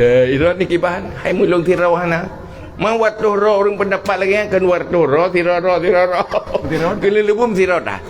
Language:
Achinese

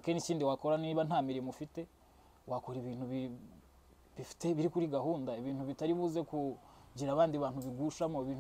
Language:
Kinyarwanda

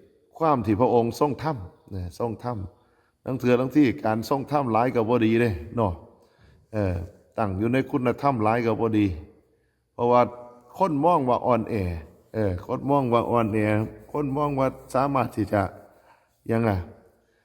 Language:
Northeastern Thai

